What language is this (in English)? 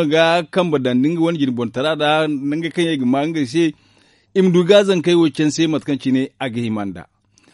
Zarma